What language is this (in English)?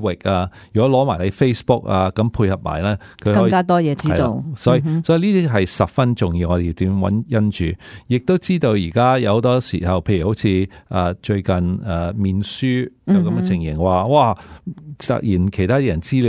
Cantonese